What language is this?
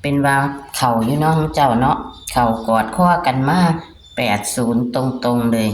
Northeastern Thai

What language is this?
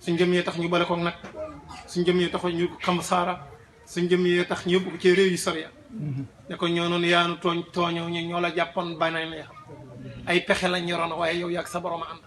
Wolof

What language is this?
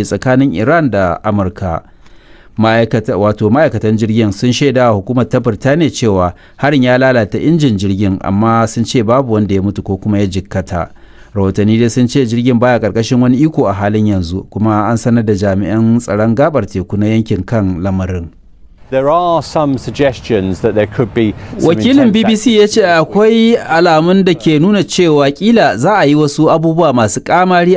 Hausa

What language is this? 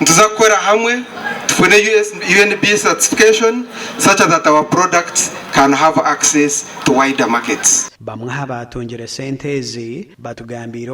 Nyankole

